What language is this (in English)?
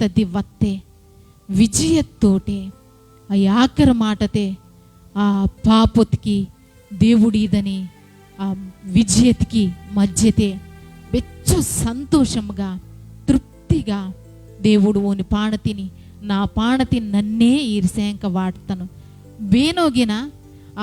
Koya